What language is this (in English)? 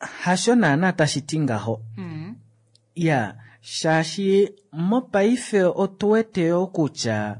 Kuanyama